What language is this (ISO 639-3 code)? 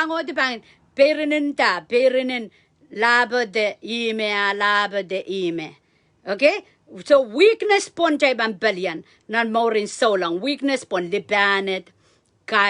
pon